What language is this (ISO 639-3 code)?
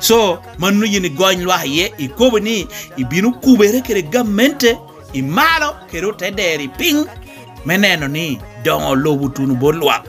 laj